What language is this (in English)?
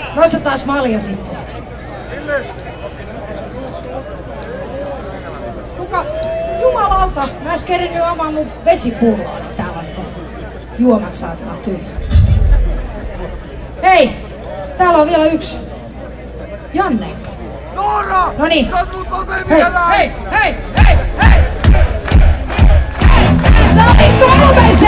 Finnish